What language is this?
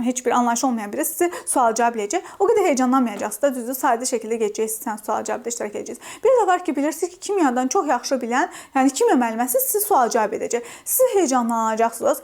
Azerbaijani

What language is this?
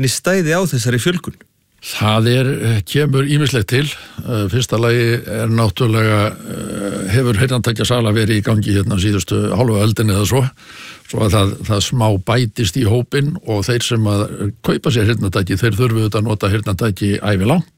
Icelandic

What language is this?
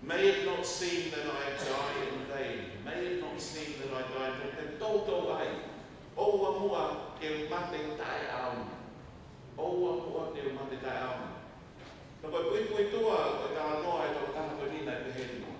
Tongan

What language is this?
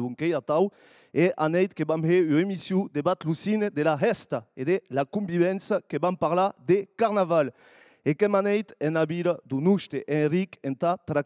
Occitan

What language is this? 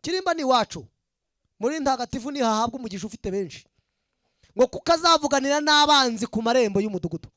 Kinyarwanda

